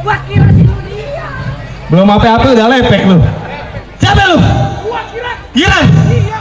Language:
Betawi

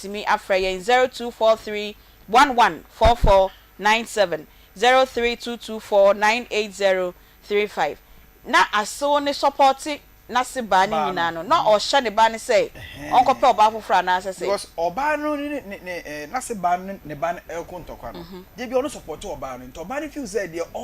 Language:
Akan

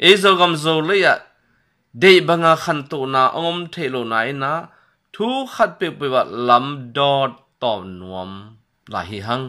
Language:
Tedim Chin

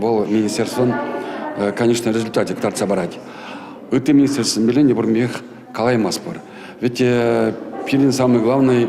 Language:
Chuvash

